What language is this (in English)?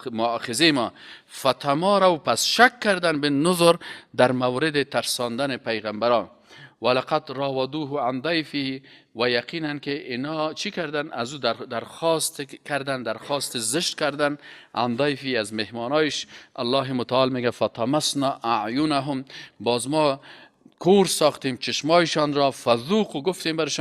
Persian